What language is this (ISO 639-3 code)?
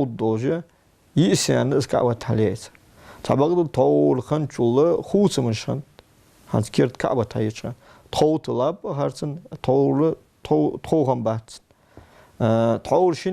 inh